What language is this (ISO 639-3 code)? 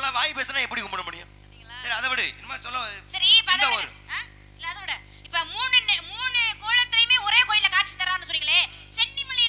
tam